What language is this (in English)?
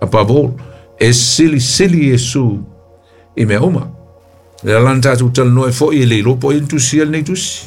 Samoan